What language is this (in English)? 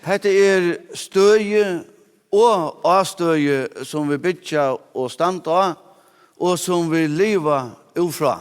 Faroese